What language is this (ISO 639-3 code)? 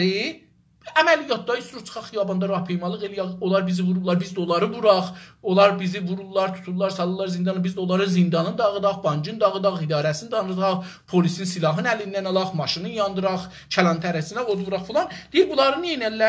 azb